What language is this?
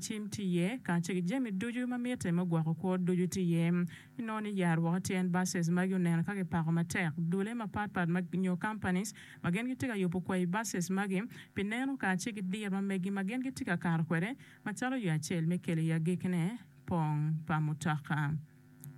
Acoli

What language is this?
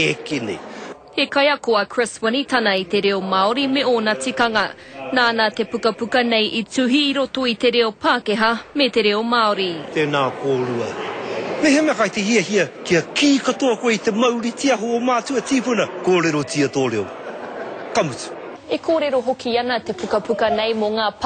Māori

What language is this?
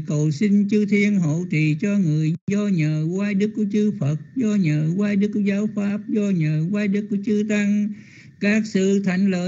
Vietnamese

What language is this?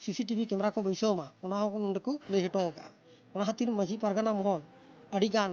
Santali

